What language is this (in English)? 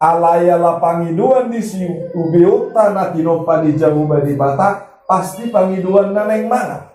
Batak Toba